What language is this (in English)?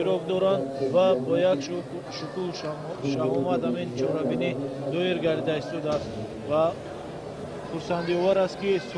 Tajik